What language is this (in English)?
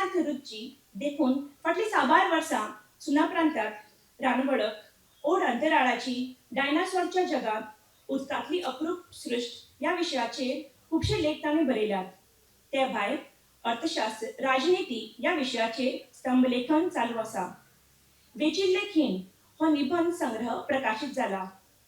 Konkani